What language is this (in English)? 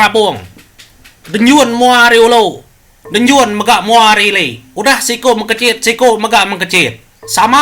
Iban